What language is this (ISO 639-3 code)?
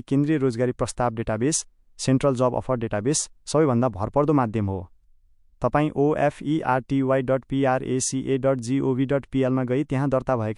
nep